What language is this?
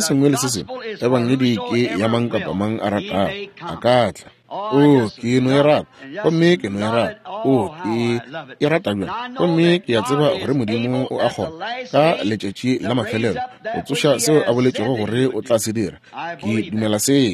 Northern Sotho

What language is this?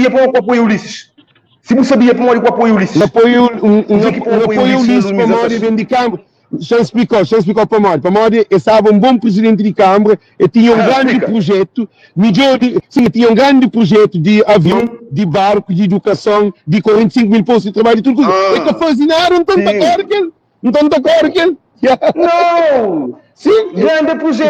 Kabuverdianu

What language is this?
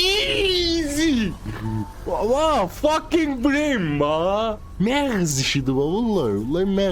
South Azerbaijani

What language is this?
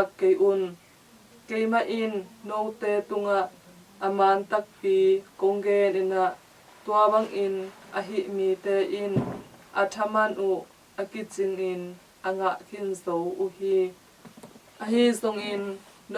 Tedim Chin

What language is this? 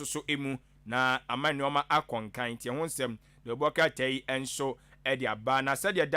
Akan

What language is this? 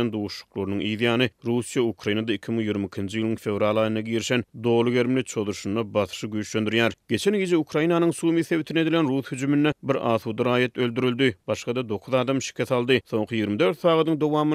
Turkmen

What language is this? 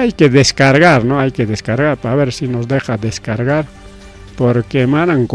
Ayacucho Quechua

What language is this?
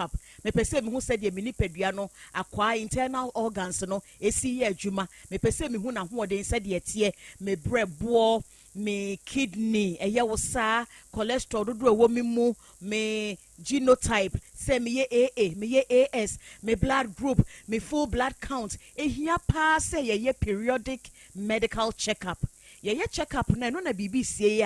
Akan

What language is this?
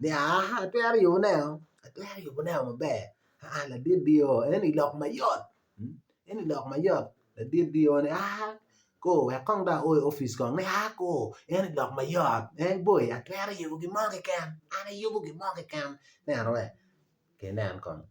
Acoli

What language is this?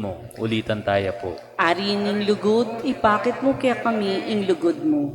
Pampanga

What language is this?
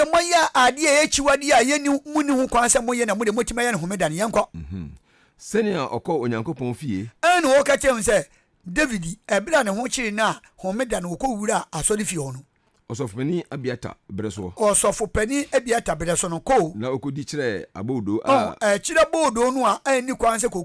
Akan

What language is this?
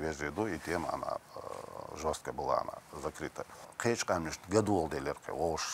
Chechen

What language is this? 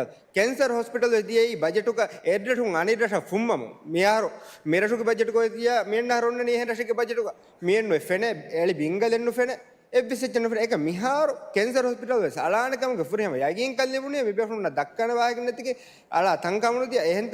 Divehi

